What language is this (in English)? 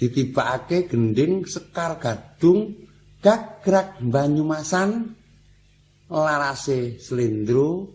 Javanese